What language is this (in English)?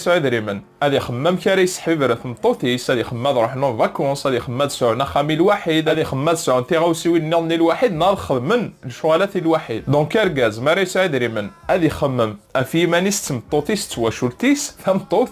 Kabyle